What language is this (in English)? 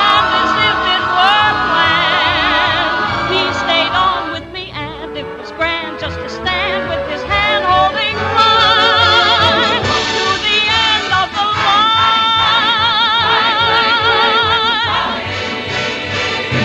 English